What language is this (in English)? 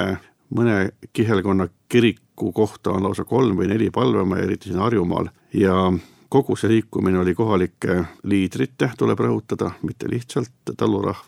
Estonian